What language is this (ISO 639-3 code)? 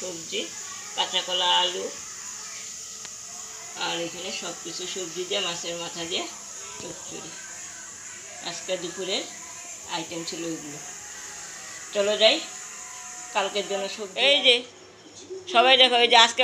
ben